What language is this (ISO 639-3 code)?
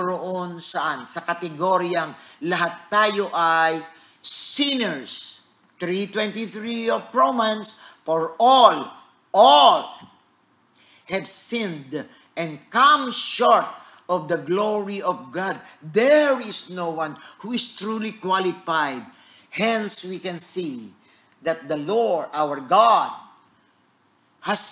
fil